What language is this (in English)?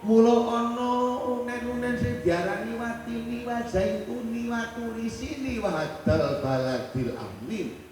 Javanese